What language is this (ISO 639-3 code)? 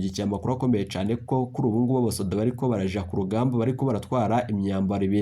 run